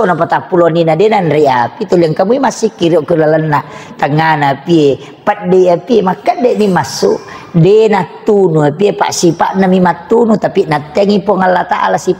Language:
Buginese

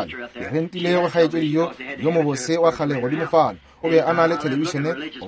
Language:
Northern Sotho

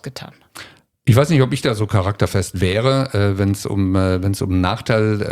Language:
German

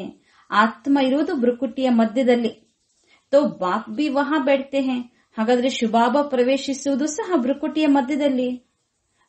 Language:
Kannada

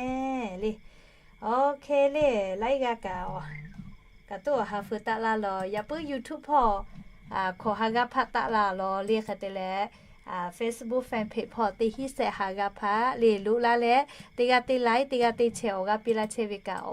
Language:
Lahu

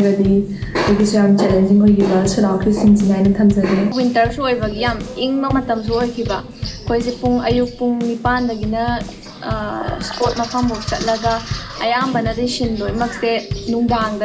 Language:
Manipuri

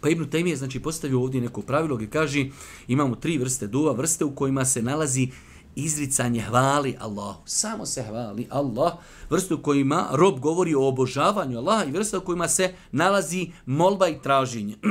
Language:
Bosnian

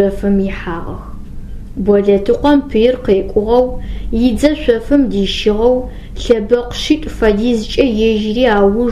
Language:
Adyghe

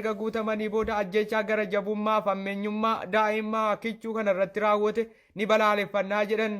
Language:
Oromo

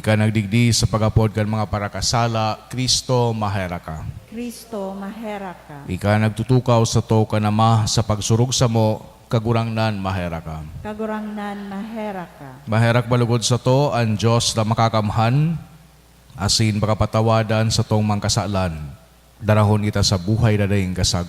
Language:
Bikol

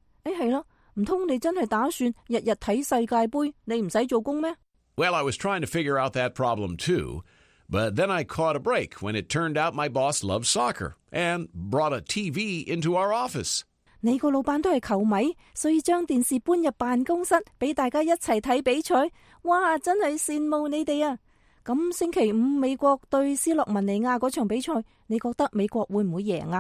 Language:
Cantonese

